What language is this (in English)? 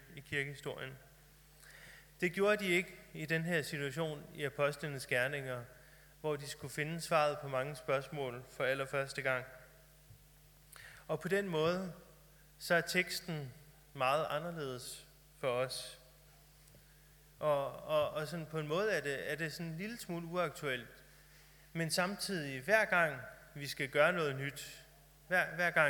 Danish